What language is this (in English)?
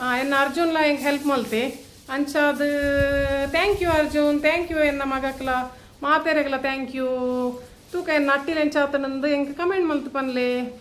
Tulu